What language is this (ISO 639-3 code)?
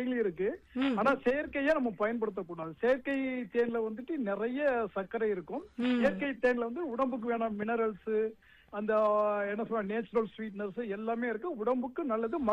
tam